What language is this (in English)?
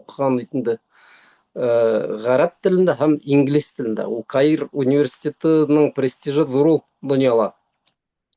Bashkir